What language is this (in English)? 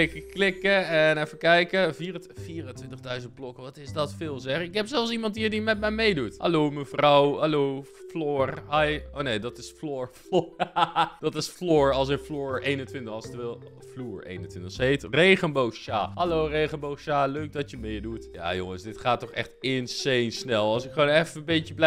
Dutch